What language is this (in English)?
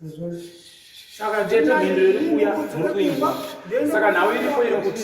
Shona